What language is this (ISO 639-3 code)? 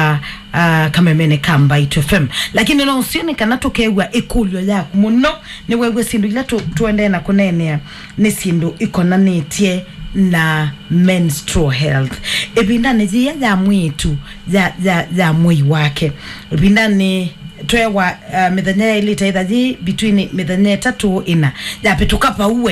kam